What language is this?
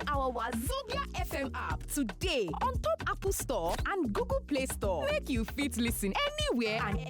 Nigerian Pidgin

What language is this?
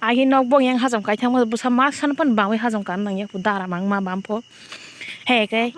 Kok Borok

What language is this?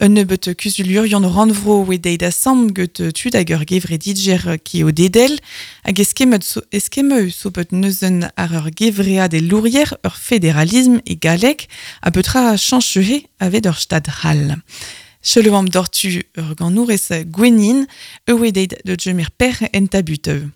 Breton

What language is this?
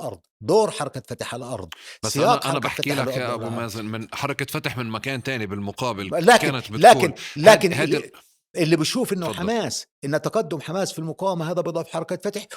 North Levantine Arabic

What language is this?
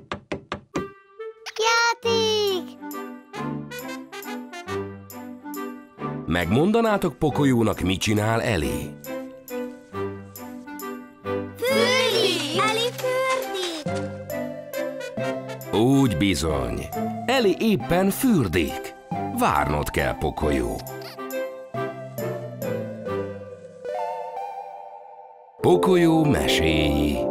Hungarian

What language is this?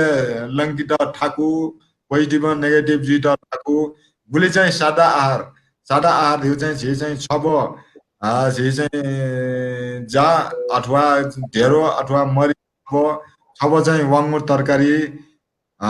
Newari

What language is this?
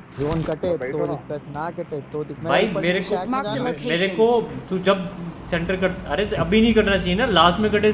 Hindi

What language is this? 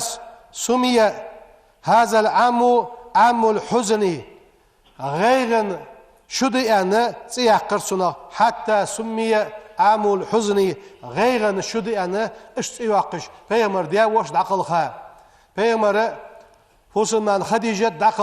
Ingush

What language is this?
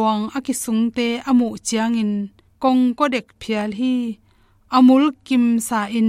Tedim Chin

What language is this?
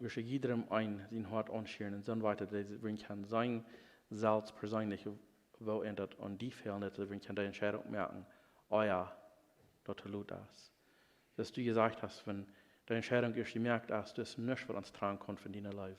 Plautdietsch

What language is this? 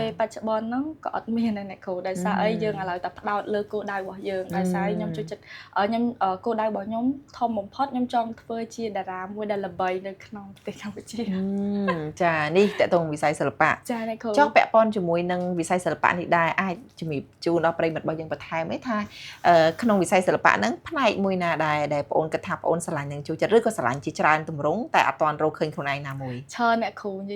Khmer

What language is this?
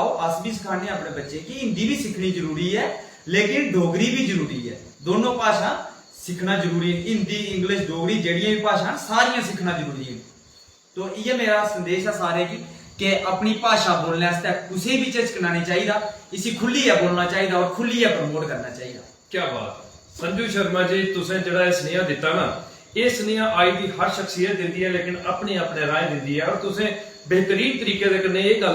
Dogri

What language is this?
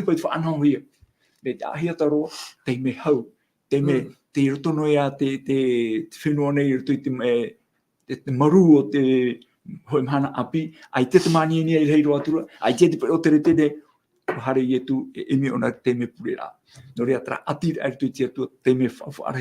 Tahitian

